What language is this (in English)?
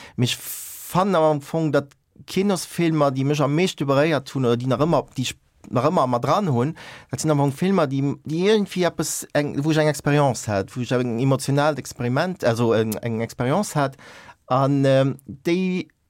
Luxembourgish